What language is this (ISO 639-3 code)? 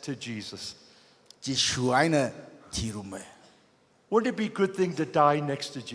nmf